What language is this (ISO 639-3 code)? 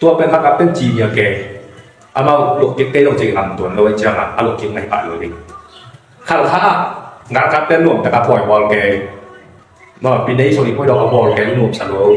ctd